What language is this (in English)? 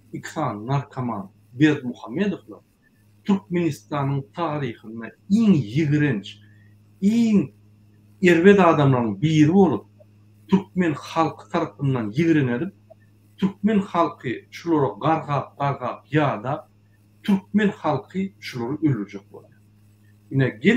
Turkmen